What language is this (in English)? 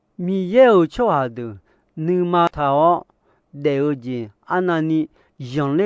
Akha